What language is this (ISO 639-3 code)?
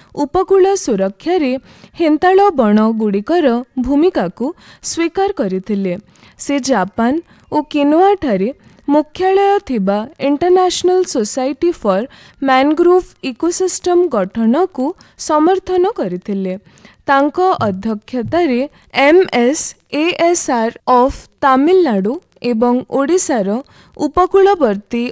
ori